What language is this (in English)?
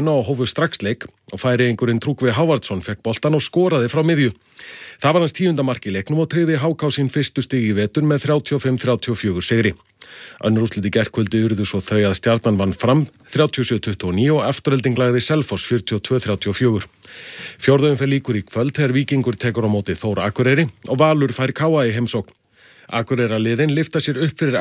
Icelandic